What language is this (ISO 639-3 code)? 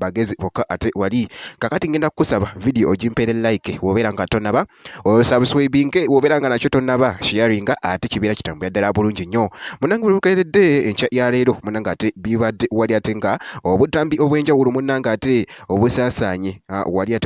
lug